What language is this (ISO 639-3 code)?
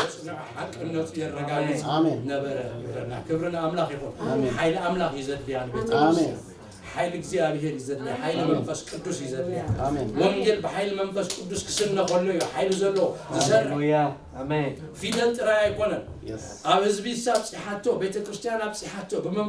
tir